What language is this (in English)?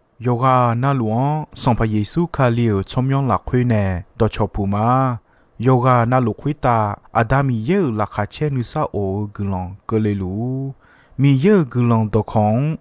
Akha